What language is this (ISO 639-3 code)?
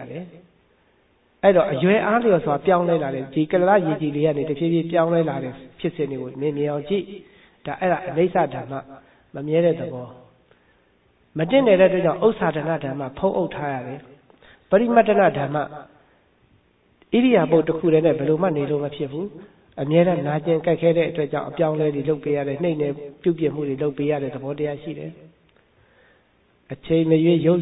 mya